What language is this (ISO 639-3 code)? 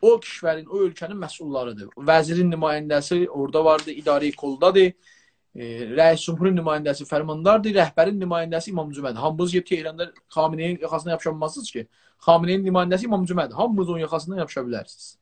azb